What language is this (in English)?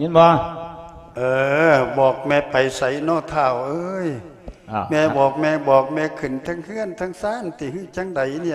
Lao